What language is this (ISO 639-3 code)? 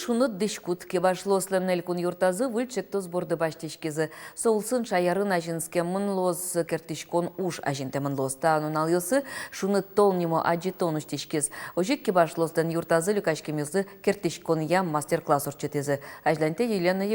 udm